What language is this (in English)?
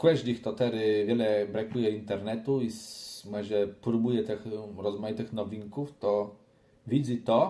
Kashubian